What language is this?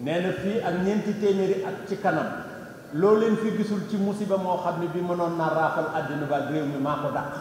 Wolof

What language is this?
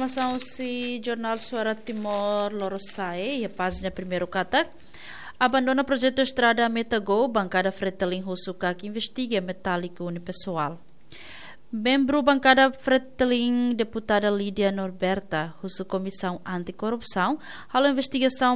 Tetum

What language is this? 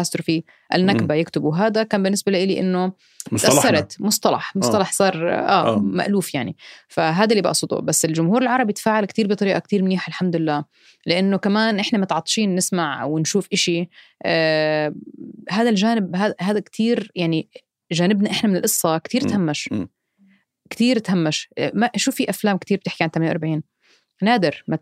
North Levantine Arabic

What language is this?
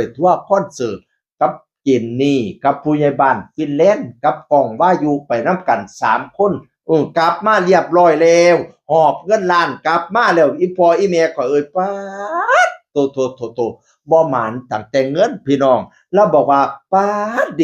Northeastern Thai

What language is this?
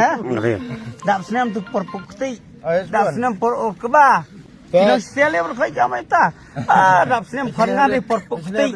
Khasi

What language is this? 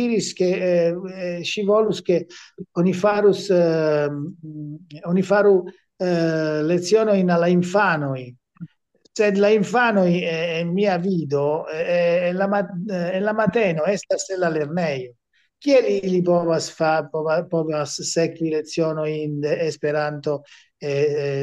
Esperanto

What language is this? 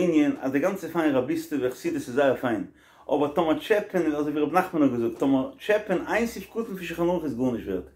Yiddish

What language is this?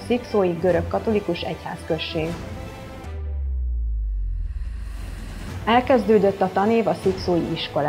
Hungarian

